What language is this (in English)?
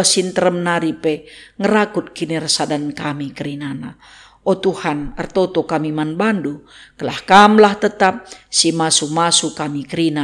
Batak Karo